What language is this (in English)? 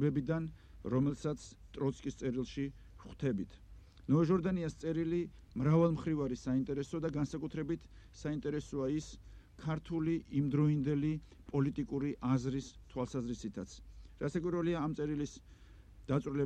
Georgian